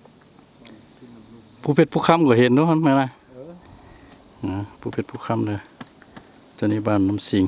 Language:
Lao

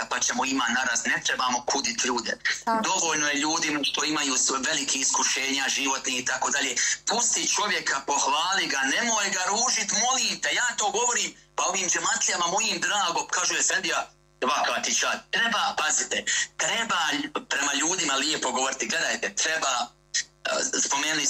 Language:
Bosnian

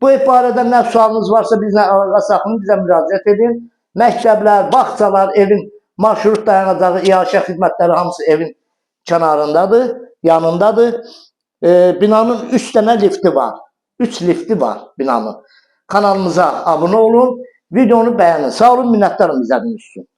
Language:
Azerbaijani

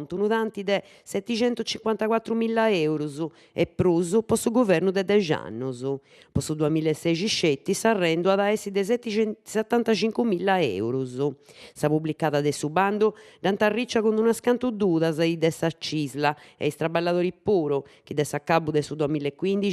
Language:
Sardinian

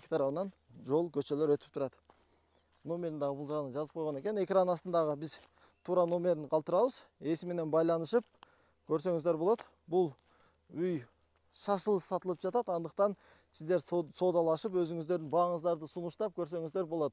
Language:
Kyrgyz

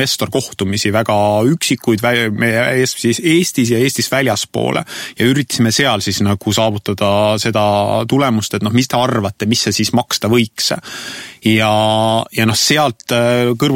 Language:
Estonian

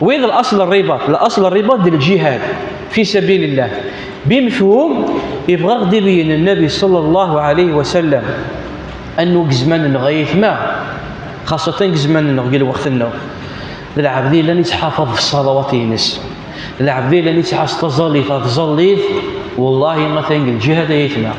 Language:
Kabyle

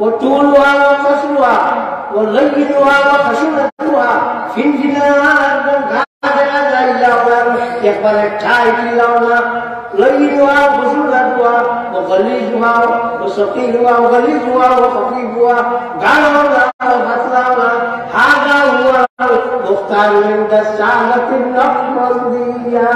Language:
Sylheti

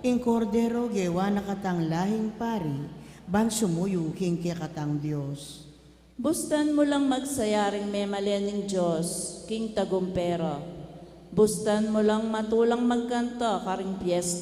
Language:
Pampanga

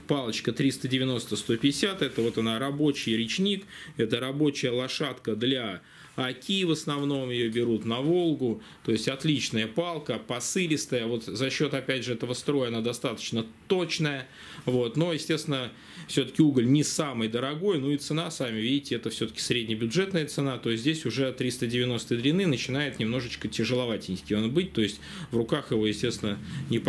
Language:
Russian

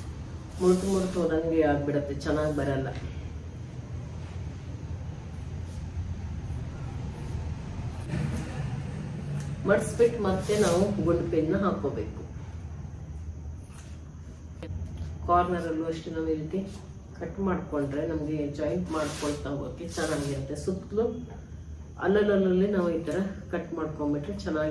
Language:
Kannada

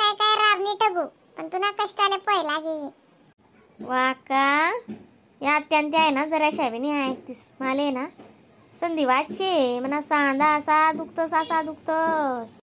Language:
Khandesi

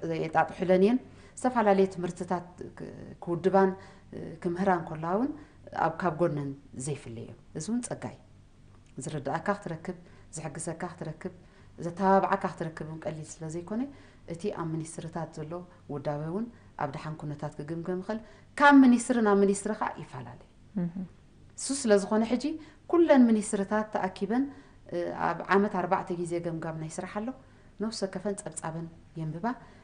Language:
Tigrinya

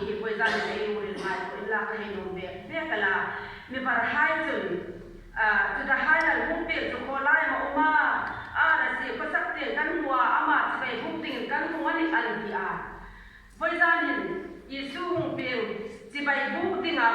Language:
Hmar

